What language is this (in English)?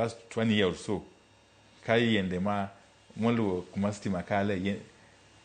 Luo (Kenya and Tanzania)